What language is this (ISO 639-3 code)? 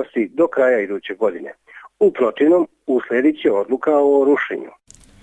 srp